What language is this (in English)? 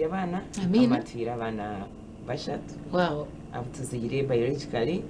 Nyankole